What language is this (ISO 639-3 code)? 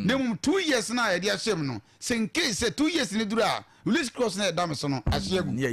aka